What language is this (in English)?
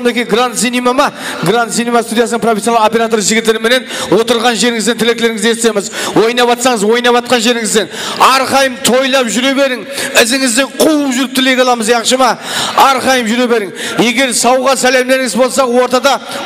Kara-Kalpak